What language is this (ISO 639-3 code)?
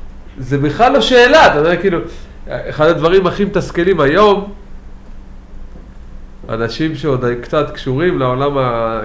heb